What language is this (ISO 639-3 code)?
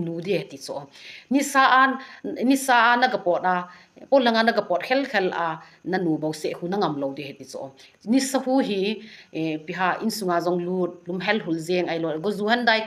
tcz